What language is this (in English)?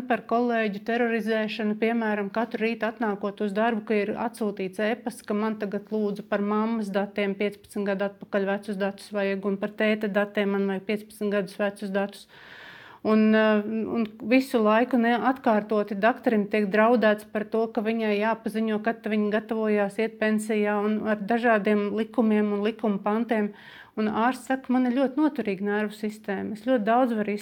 Latvian